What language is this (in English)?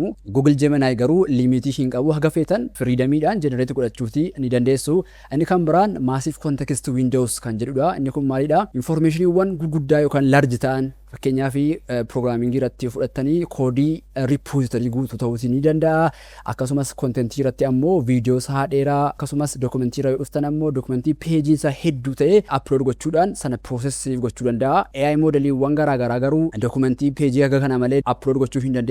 Oromo